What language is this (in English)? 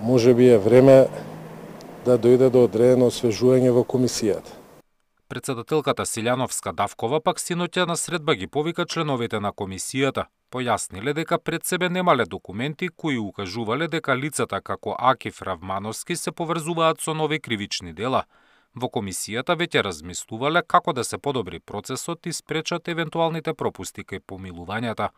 Macedonian